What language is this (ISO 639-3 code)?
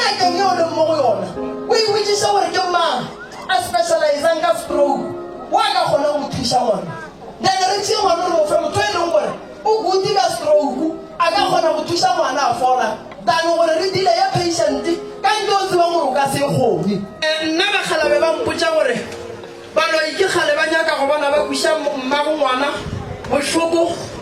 nso